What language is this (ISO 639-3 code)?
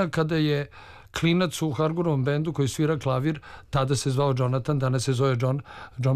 srp